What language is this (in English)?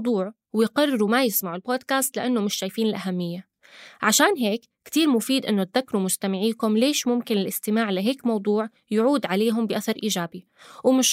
North Levantine Arabic